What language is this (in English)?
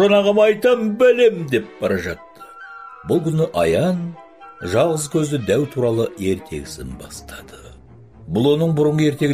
Kazakh